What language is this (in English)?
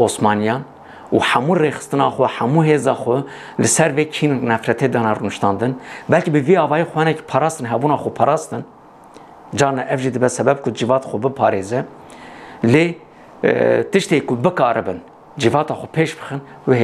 Kurdish